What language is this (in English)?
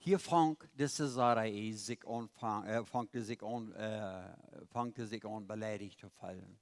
Plautdietsch